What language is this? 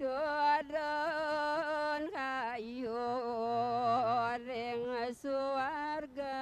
Balinese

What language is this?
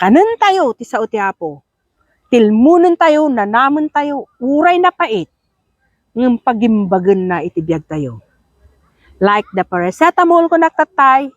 Iloko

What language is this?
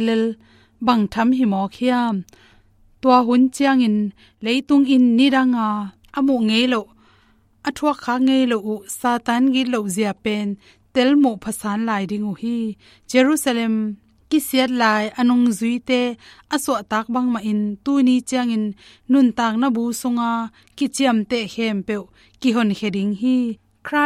Tedim Chin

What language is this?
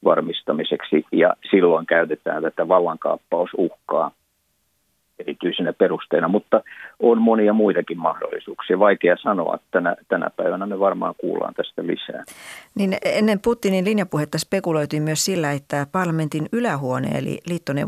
Finnish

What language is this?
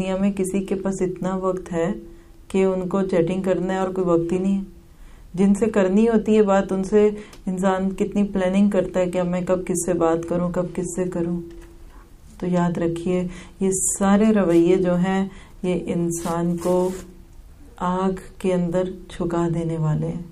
Urdu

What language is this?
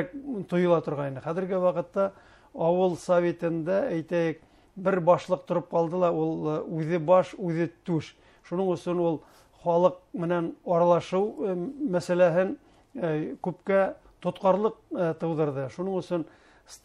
Bashkir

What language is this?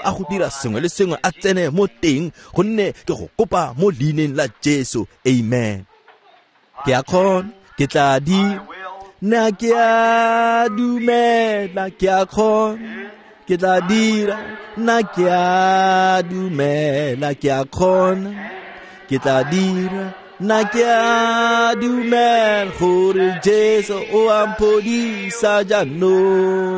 Tswana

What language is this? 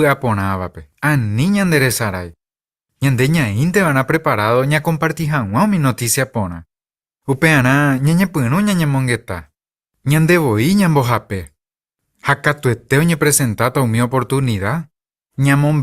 Guarani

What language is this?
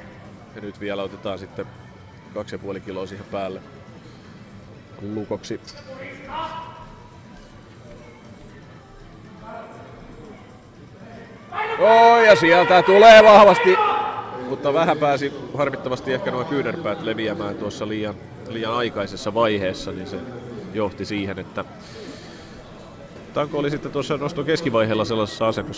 Finnish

